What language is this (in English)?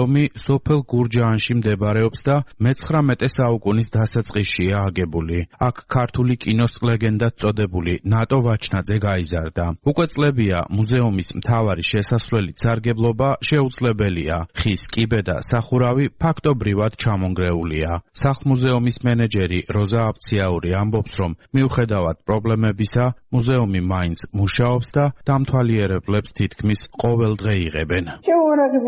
Georgian